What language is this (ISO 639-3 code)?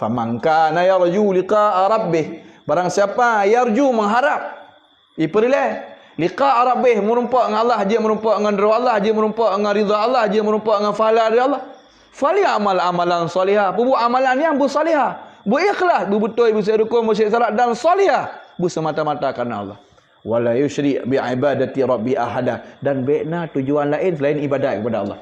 ace